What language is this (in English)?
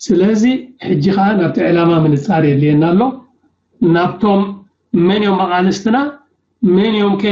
Tigrinya